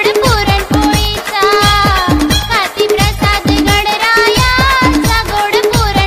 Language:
Marathi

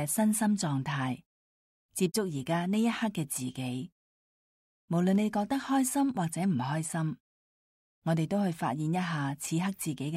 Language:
Cantonese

